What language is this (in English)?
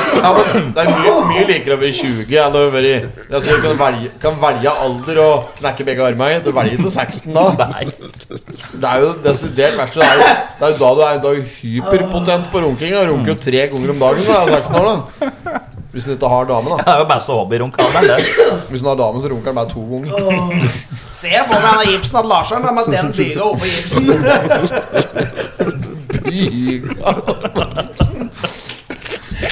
Norwegian